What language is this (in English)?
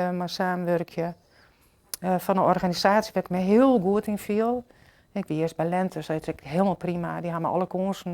Western Frisian